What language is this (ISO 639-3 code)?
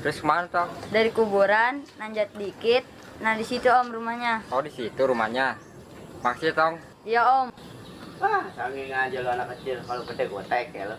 bew